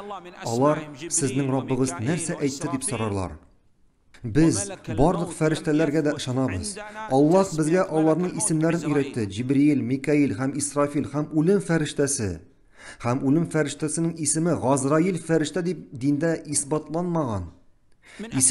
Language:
Tatar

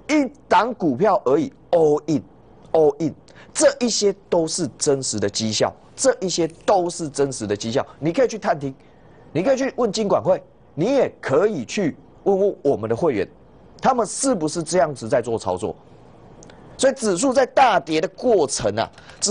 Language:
Chinese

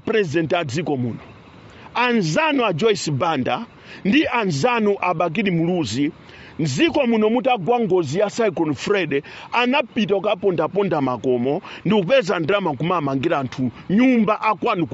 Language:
Nyanja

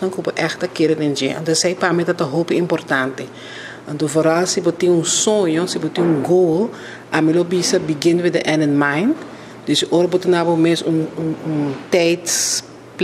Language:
Papiamento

